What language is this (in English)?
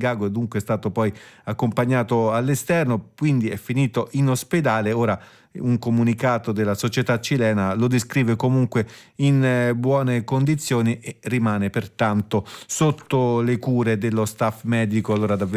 Italian